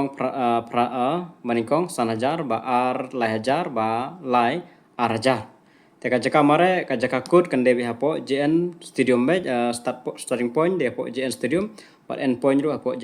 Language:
Khasi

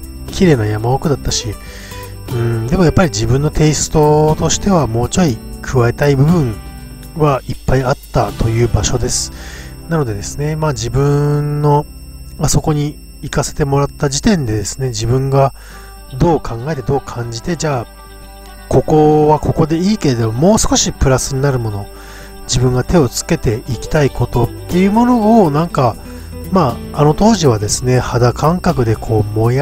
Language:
Japanese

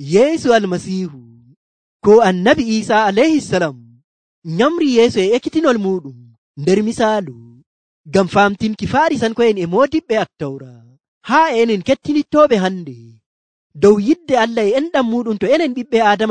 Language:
Nigerian Fulfulde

